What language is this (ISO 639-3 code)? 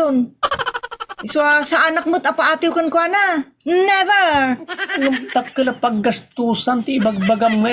ilo